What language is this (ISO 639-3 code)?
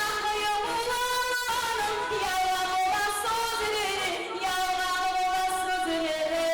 kum